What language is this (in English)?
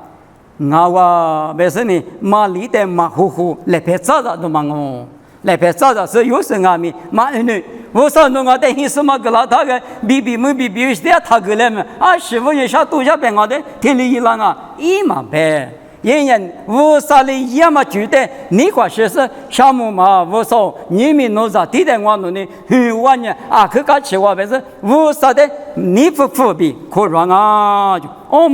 Lisu